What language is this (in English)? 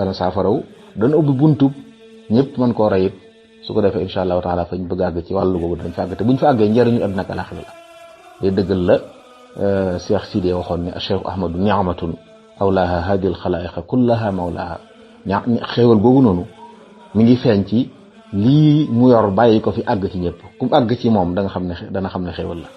Wolof